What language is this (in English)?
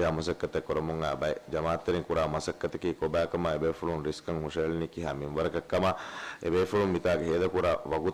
Divehi